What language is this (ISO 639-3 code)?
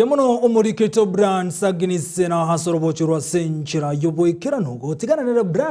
guz